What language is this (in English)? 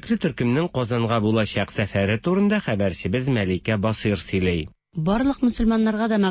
Tatar